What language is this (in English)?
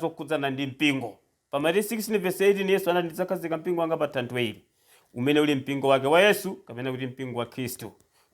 Nyanja